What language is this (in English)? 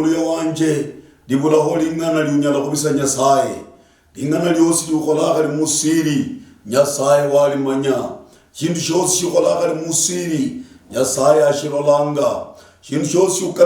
Luyia